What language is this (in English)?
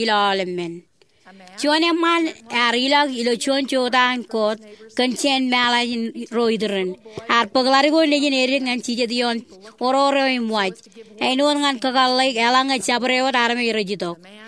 Marshallese